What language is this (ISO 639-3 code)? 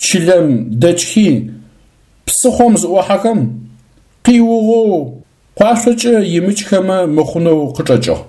ady